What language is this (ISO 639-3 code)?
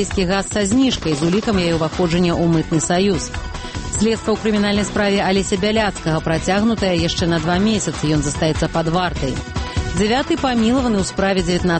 bel